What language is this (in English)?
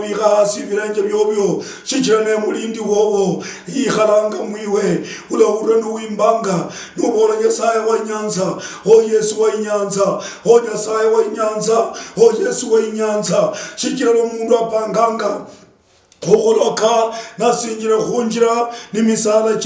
Luyia